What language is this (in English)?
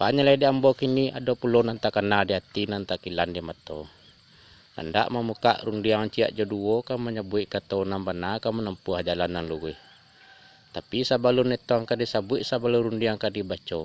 Minangkabau